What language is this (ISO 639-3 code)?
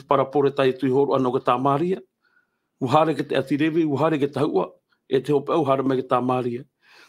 tah